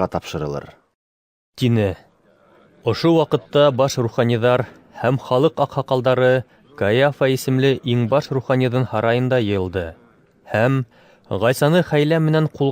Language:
Bashkir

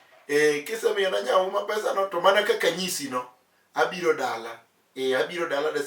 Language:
Luo (Kenya and Tanzania)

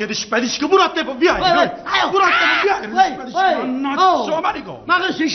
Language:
Neapolitan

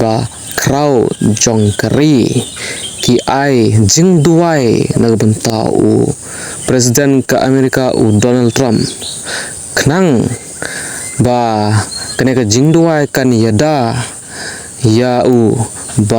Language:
Khasi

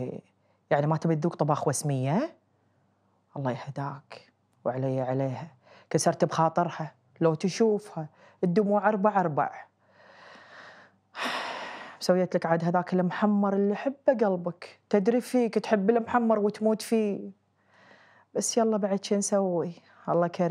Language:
Gulf Arabic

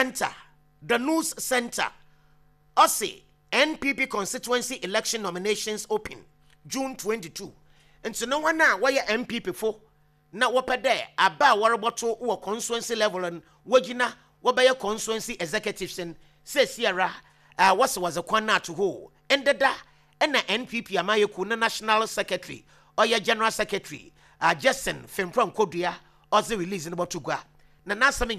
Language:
Akan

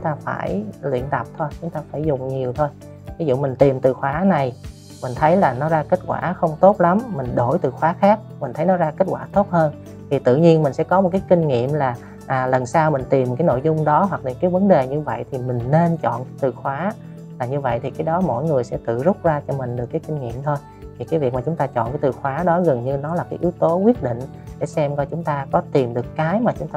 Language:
Vietnamese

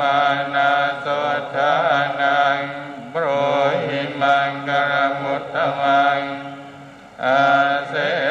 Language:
Pali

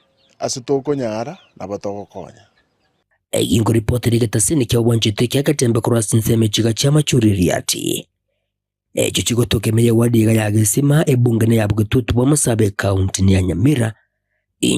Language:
Gusii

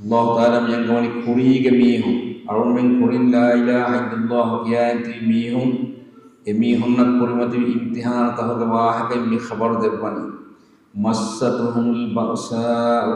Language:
Divehi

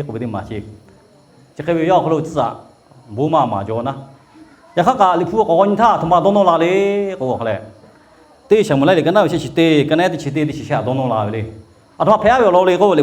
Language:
Lahu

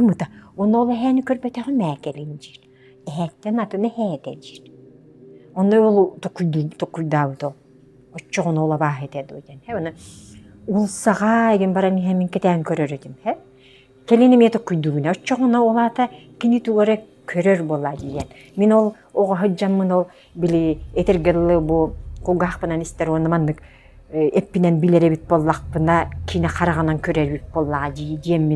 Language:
Yakut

